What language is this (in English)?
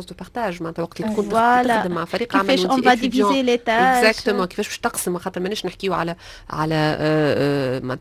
Tunisian Arabic